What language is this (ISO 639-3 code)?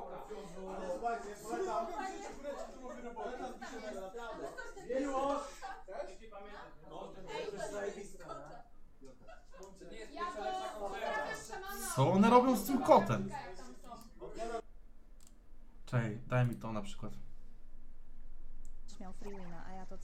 pol